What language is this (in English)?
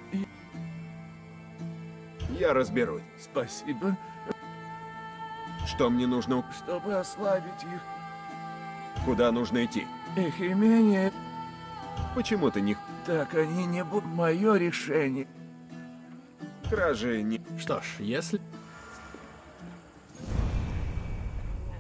Russian